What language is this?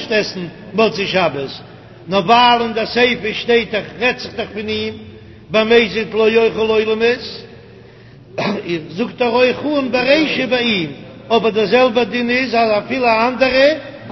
Yiddish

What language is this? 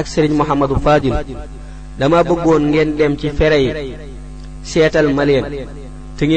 Wolof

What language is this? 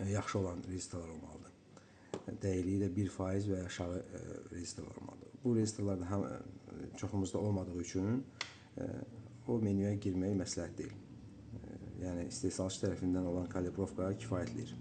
Azerbaijani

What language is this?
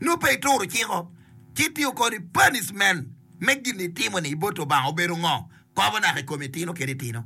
Acoli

